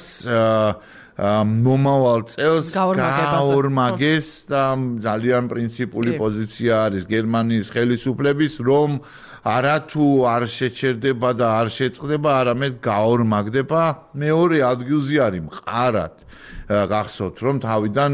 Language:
Georgian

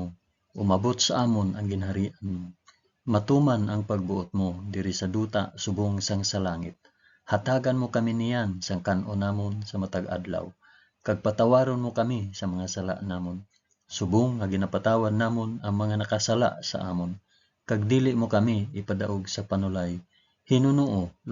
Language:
Hiligaynon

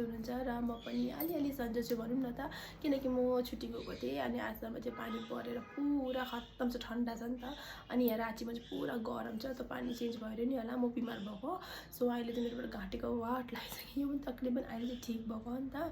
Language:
Nepali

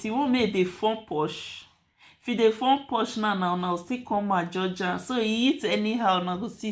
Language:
Nigerian Pidgin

